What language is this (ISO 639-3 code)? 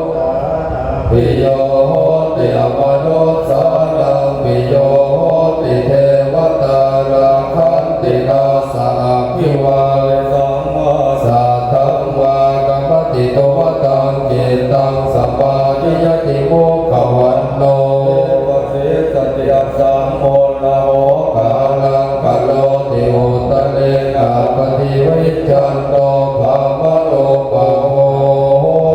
pli